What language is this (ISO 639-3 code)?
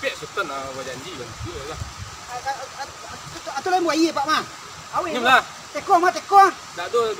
min